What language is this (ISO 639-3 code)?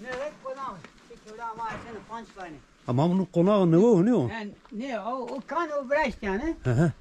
zza